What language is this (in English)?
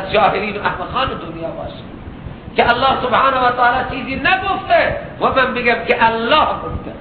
Persian